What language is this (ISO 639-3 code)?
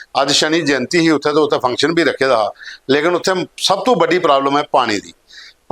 doi